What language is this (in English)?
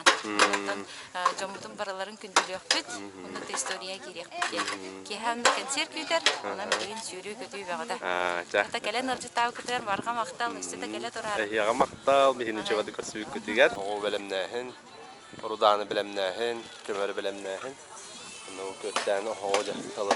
Yakut